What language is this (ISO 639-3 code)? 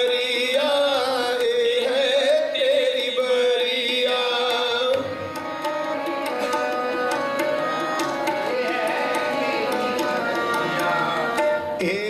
pan